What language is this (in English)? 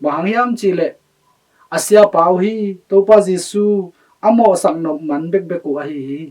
Tedim Chin